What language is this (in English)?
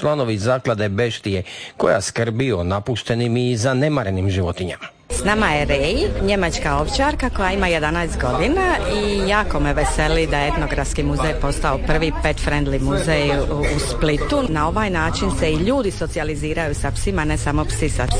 Croatian